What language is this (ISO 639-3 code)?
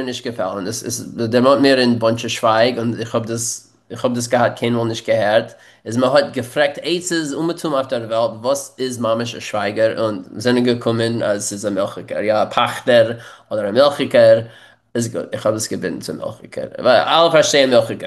yid